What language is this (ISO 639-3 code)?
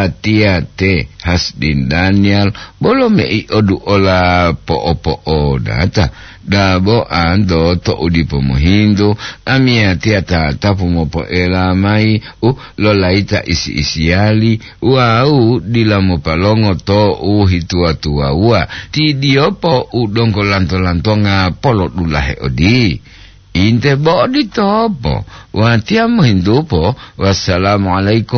gor